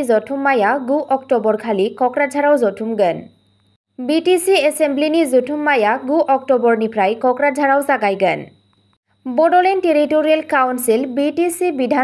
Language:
Bodo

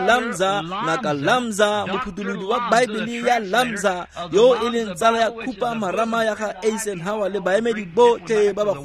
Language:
Tswana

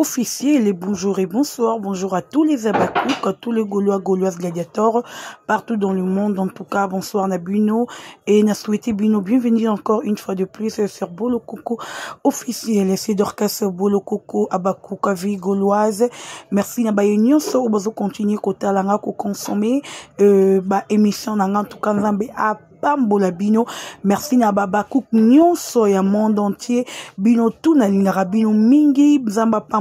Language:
Lingala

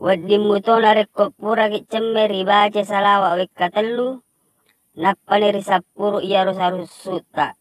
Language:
Buginese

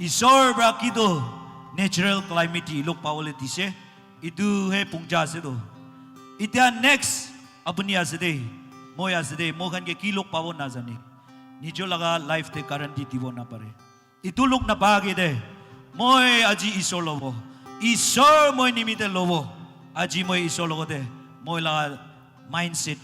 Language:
Naga Pidgin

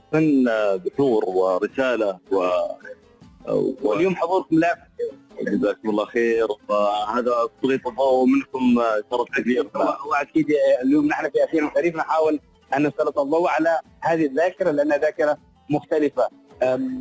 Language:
Arabic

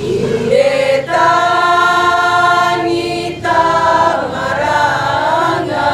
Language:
Toraja-Sa'dan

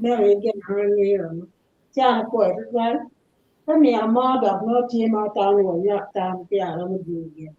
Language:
Acoli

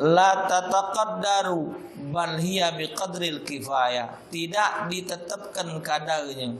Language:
Musi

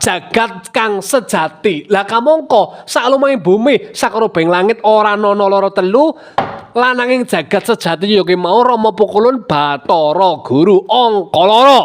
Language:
Javanese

